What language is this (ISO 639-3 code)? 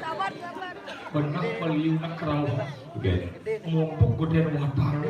ban